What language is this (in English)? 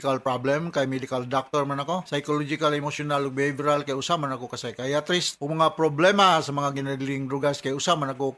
Cebuano